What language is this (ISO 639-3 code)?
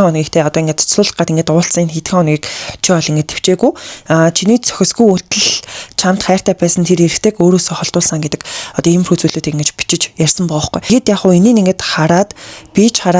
mon